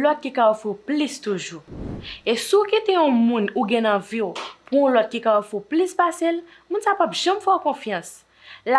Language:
Haitian Creole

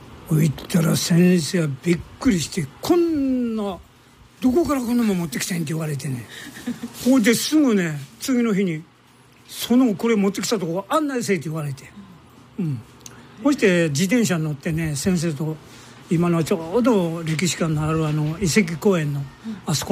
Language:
Japanese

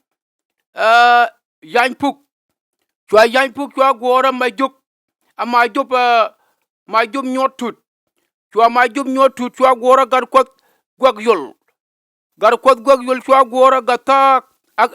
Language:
Nuer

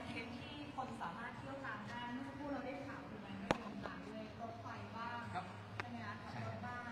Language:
Thai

